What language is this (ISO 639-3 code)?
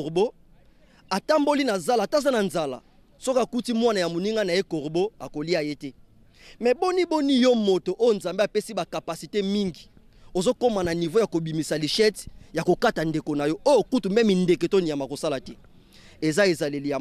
lin